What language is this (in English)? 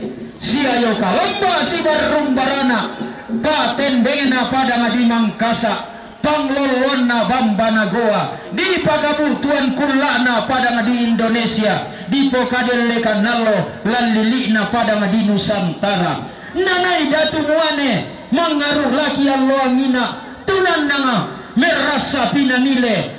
Toraja-Sa'dan